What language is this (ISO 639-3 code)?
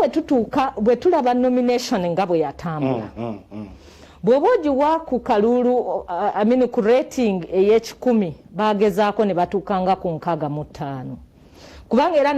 lug